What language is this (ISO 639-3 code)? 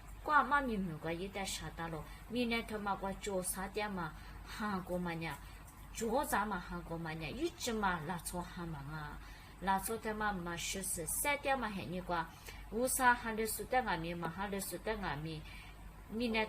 lis